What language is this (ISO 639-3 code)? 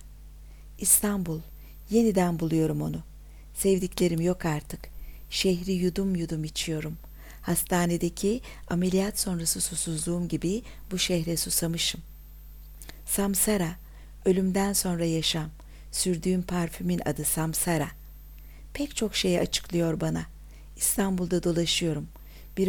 tur